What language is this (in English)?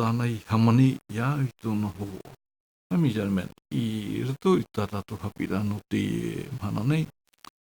Tahitian